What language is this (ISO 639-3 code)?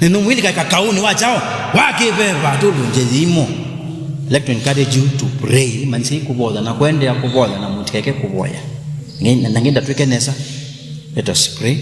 kam